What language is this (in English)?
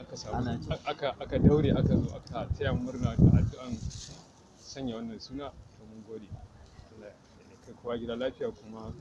Hausa